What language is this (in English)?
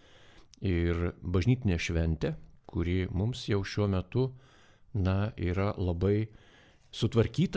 Lithuanian